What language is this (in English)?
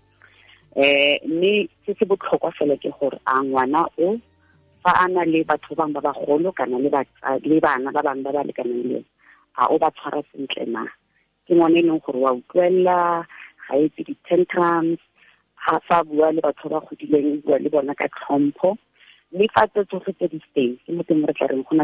Tswana